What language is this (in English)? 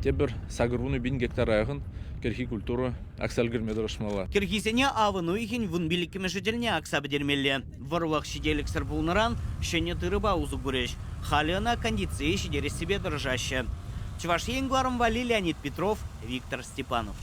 Chuvash